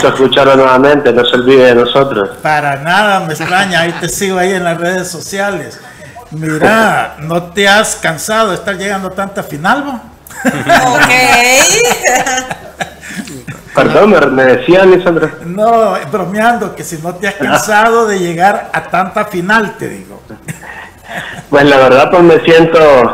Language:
Spanish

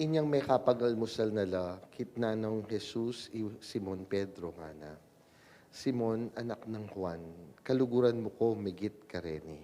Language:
Pampanga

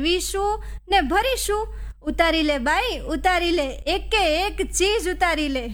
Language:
Gujarati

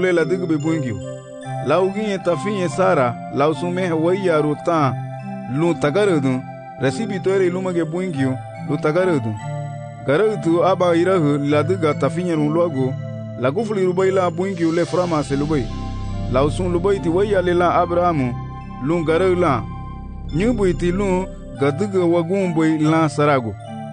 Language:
Garifuna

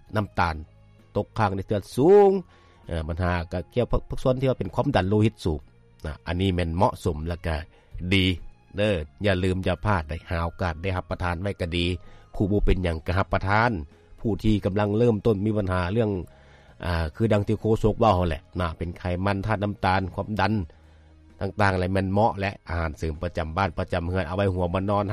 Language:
Lao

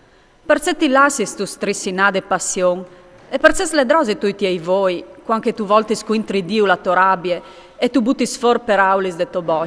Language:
Friulian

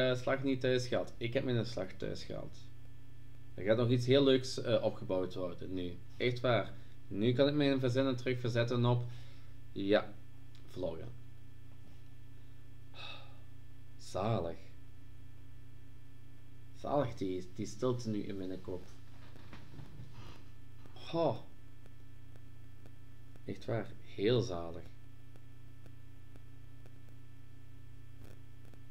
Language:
Dutch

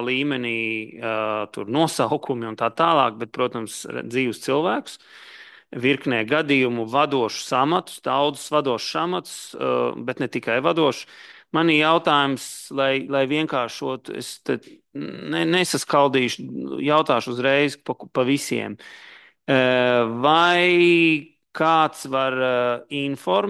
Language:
Latvian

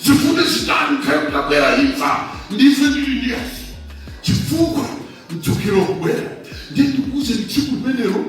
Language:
Nyanja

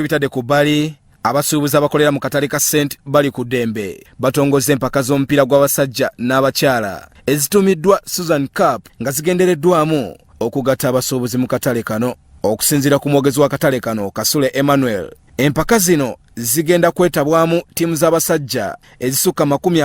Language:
Ganda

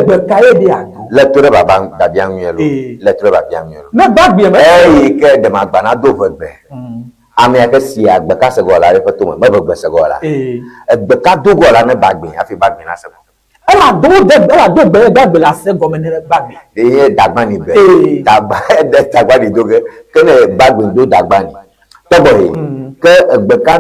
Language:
Ewe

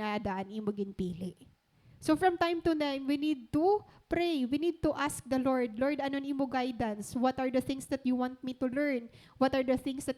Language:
Waray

